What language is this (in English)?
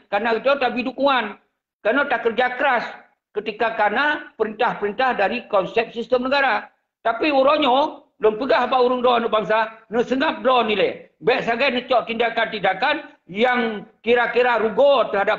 Achinese